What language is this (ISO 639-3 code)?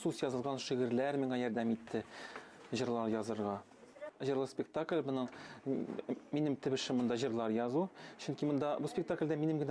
tat